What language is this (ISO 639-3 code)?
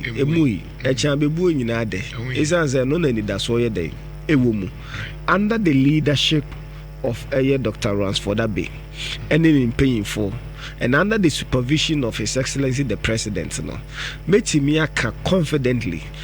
aka